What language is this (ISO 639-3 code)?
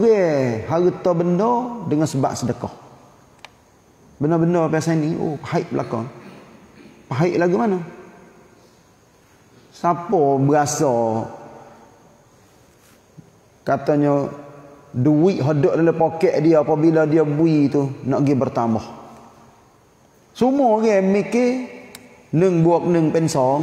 msa